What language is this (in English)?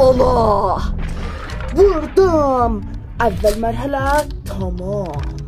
South Azerbaijani